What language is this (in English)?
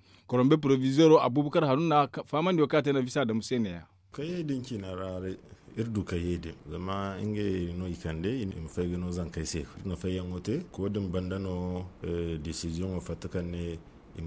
Zarma